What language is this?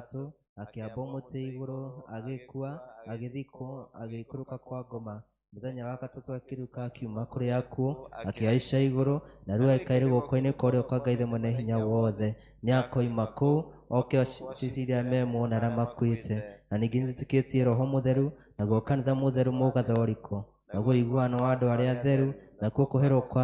Kikuyu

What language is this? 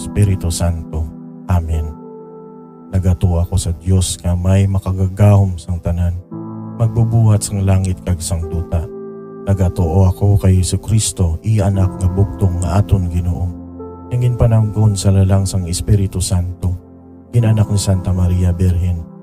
Hiligaynon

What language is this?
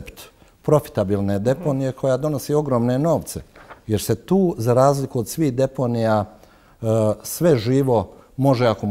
Bosnian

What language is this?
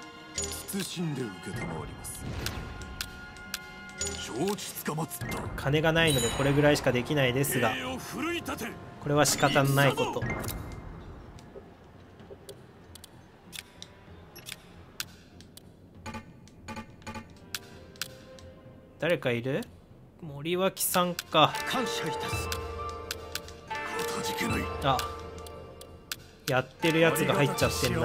Japanese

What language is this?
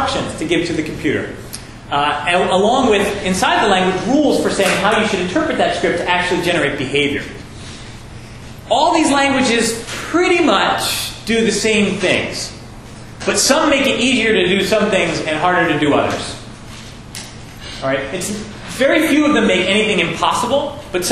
English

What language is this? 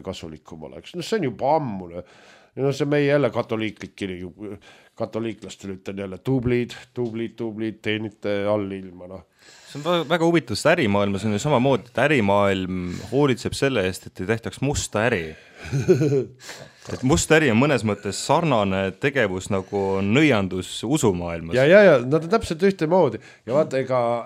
Estonian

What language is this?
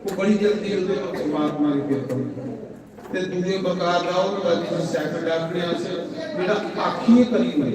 Dogri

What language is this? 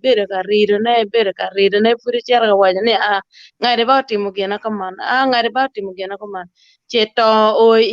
Acoli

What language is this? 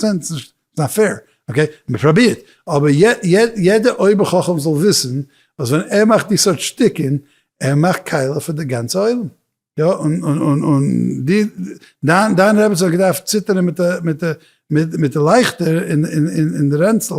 Yiddish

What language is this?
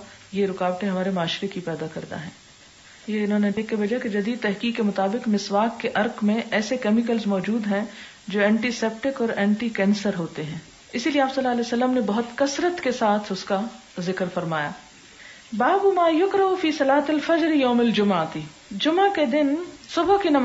Urdu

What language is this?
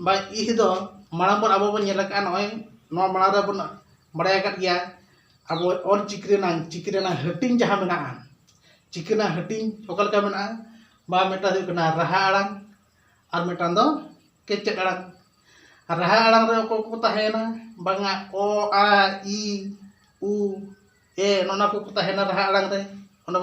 Santali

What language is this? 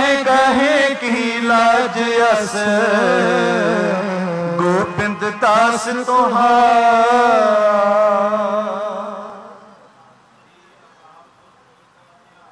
Punjabi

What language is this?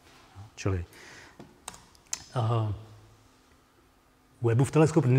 Czech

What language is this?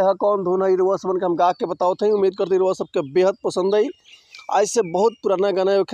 Bhojpuri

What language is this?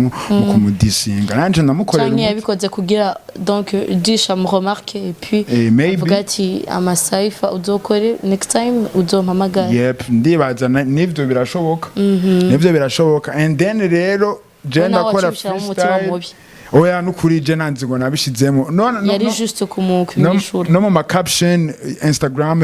Rundi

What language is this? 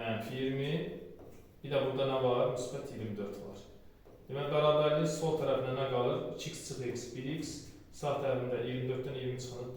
Azerbaijani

